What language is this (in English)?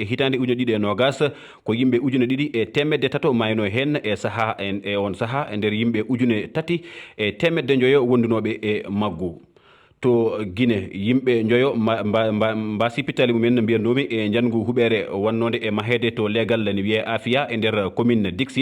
Fula